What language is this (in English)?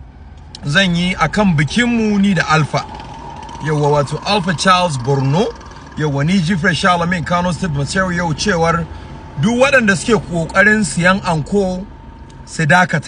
Hausa